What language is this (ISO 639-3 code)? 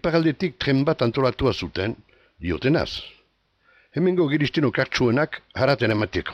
eus